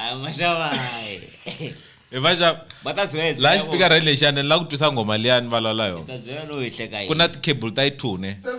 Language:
Tsonga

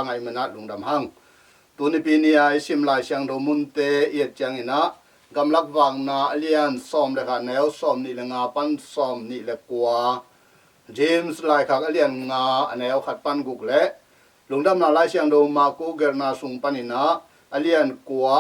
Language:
Tedim Chin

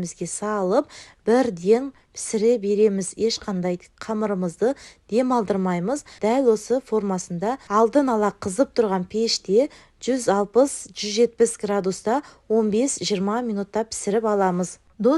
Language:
Kazakh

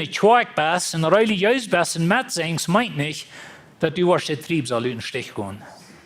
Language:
Plautdietsch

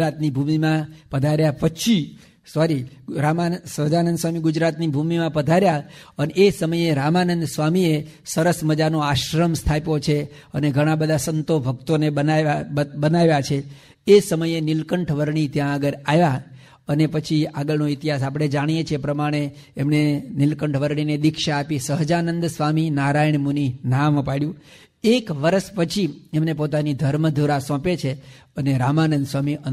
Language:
Gujarati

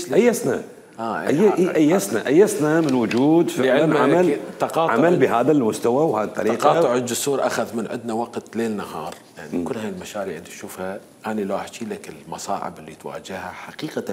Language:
Mesopotamian Arabic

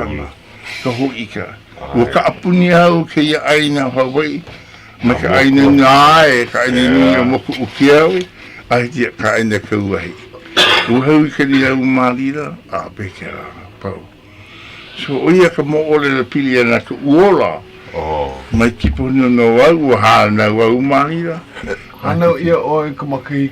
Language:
Hawaiian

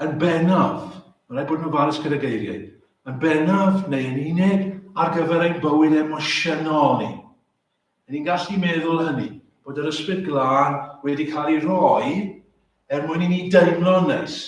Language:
Welsh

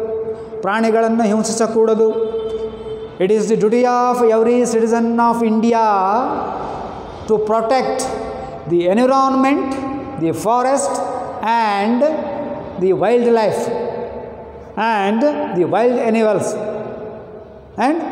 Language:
Kannada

